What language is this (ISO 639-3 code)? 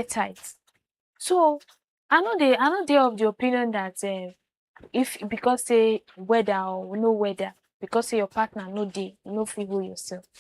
pcm